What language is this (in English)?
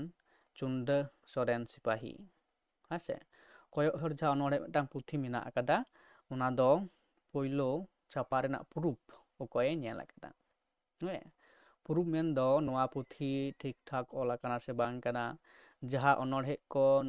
Santali